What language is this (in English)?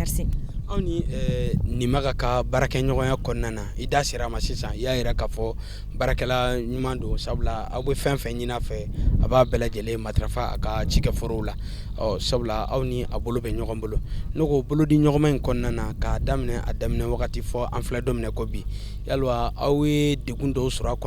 Bambara